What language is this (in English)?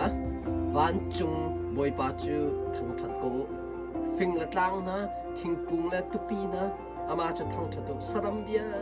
Hakha Chin